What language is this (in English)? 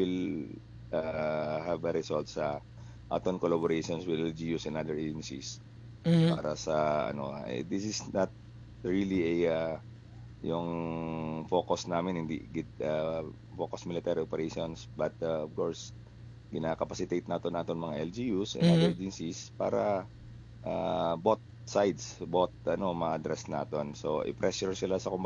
Hiligaynon